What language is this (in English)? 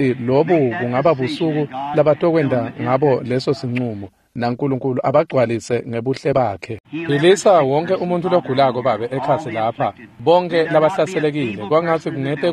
Swati